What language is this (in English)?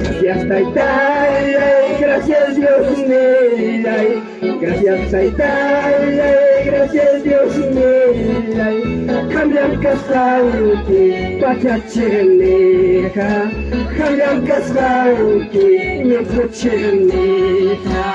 Ayacucho Quechua